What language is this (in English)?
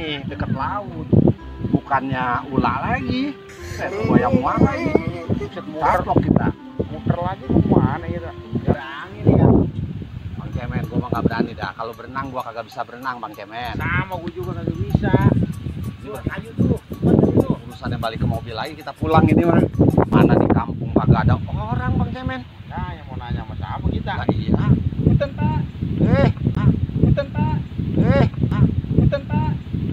Betawi